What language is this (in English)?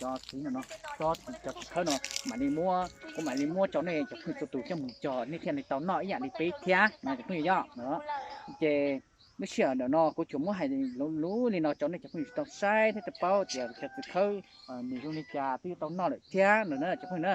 Hmong